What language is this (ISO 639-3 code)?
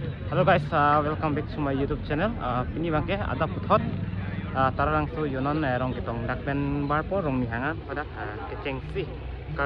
mjw